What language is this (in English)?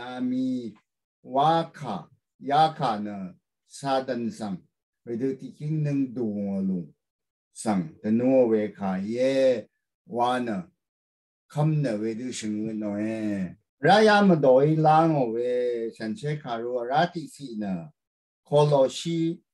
Rawang